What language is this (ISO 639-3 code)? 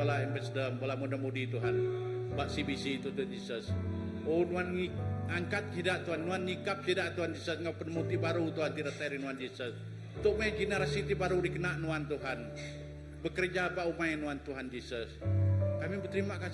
iba